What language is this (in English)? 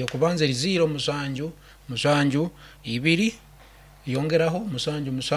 Nyankole